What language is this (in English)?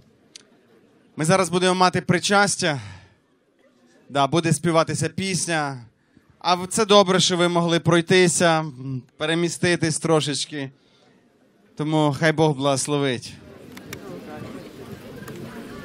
Ukrainian